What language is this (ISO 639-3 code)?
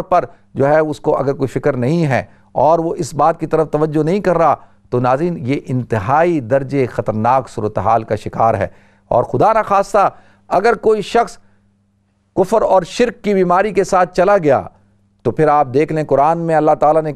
urd